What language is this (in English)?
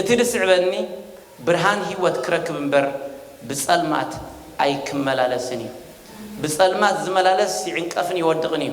Tigrinya